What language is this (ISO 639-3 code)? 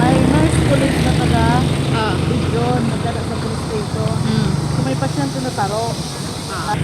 bik